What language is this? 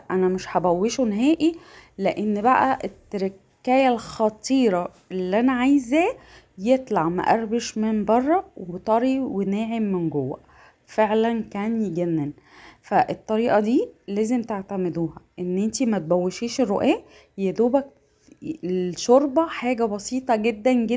Egyptian Arabic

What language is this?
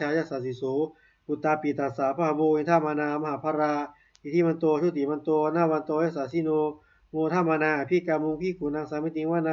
Pali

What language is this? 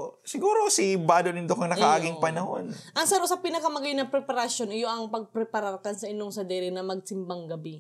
Bikol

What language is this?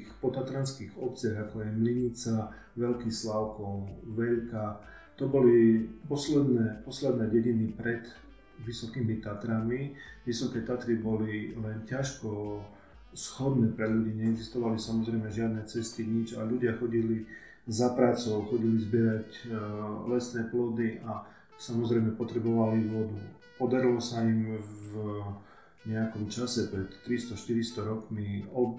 Slovak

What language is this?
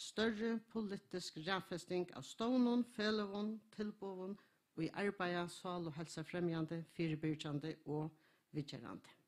Faroese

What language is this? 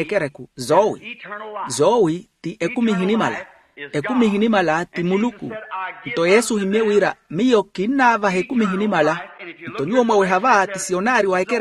Makhuwa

